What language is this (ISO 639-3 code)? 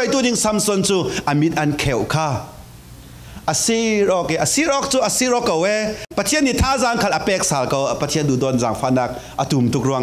cfm